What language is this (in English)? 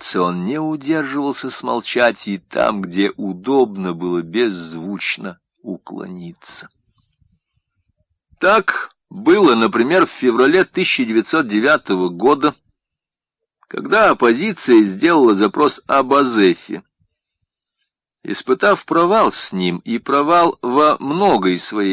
Russian